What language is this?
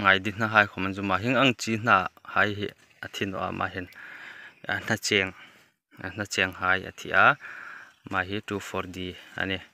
Hmar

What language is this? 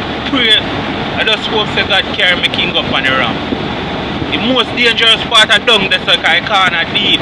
Jamaican Creole English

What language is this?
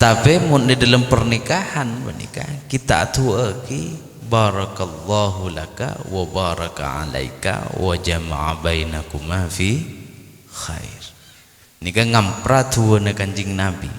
Madurese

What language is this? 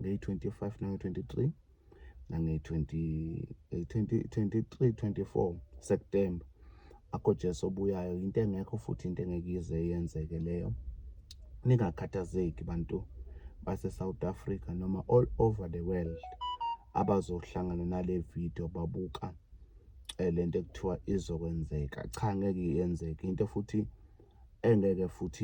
Zulu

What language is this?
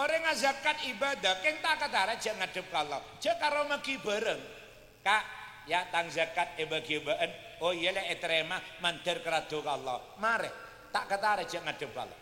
Madurese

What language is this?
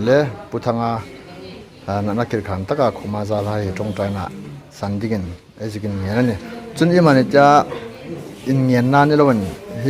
Hmar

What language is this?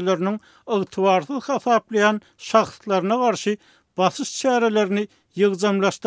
Turkmen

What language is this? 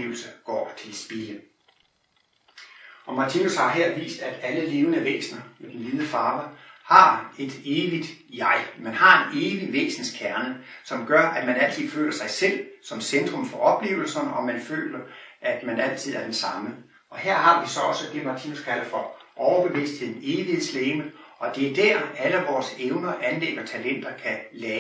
Danish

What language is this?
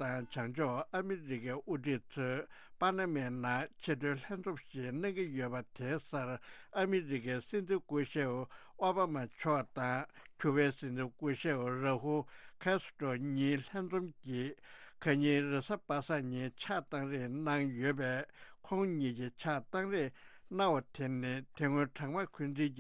Tibetan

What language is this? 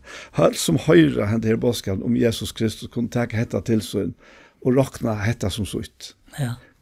Faroese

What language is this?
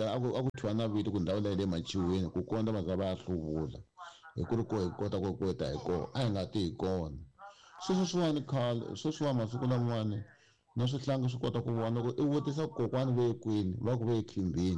Tsonga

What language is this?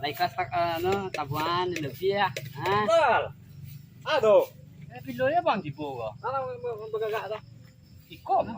Minangkabau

